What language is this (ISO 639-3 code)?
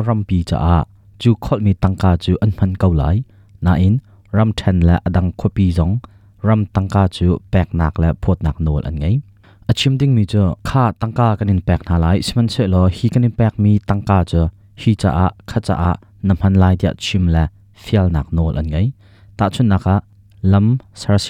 cnh